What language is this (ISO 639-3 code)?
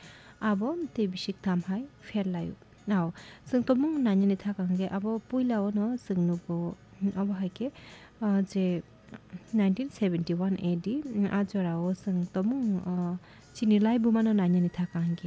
trp